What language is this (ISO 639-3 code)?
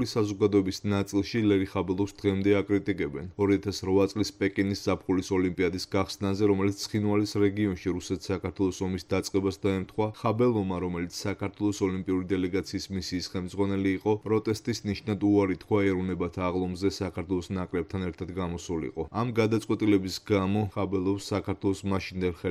kat